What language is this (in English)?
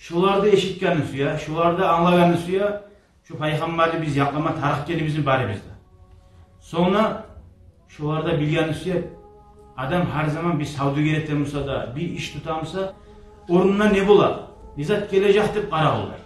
Kumyk